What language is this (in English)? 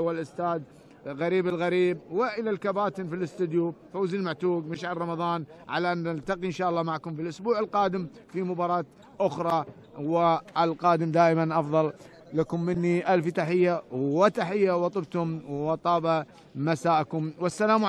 Arabic